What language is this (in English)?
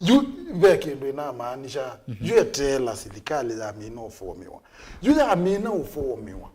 Kamba